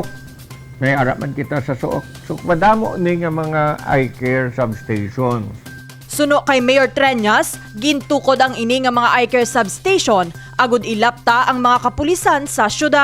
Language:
Hiligaynon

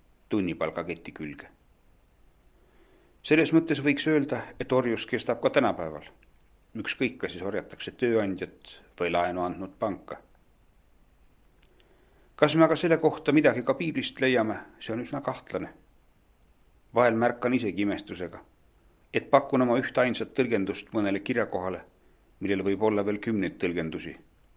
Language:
Estonian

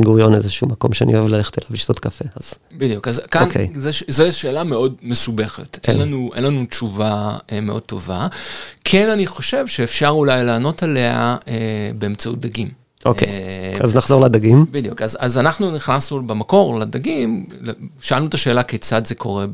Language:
Hebrew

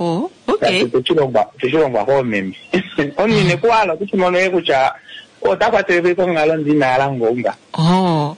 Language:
Kuanyama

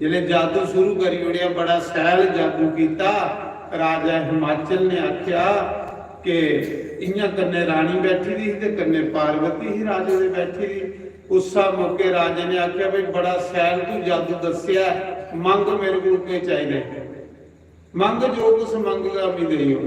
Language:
Dogri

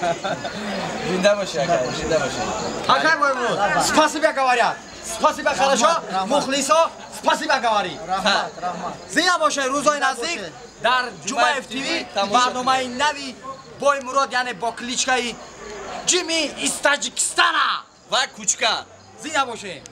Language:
Tajik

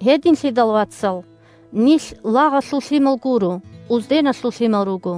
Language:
Avaric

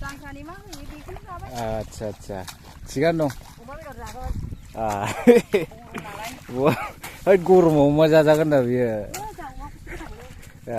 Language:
Bodo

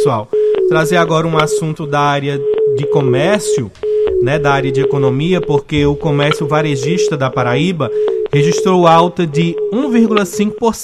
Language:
Portuguese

